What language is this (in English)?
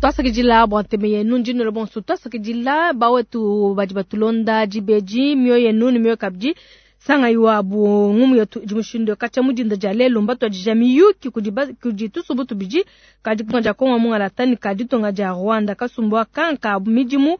Luba-Lulua